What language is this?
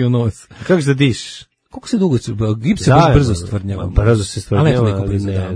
Serbian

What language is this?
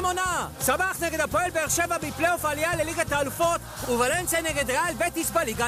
Hebrew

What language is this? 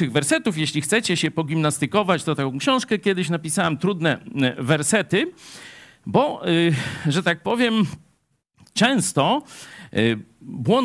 Polish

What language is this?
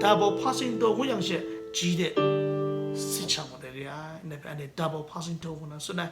Kachin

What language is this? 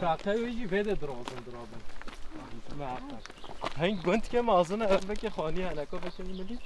Kurdish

